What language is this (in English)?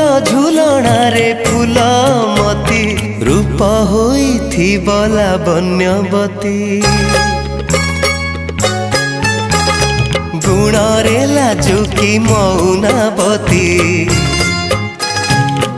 Odia